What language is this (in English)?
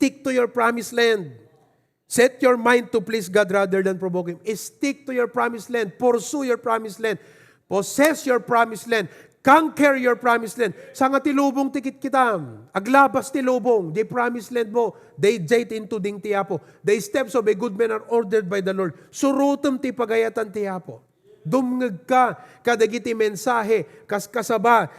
Iloko